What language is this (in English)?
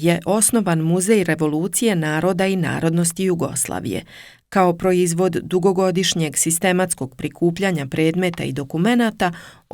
Serbian